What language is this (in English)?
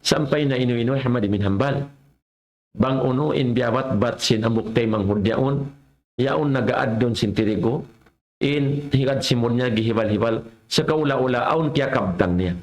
Tausug